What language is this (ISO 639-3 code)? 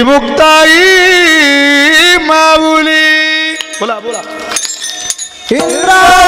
mar